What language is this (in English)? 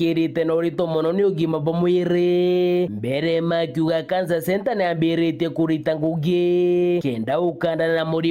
Meru